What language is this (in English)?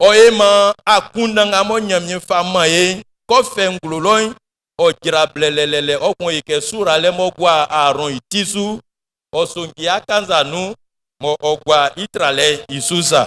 Baoulé